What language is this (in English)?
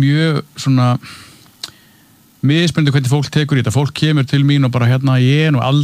Icelandic